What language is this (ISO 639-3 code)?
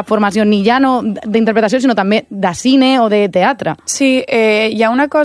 cat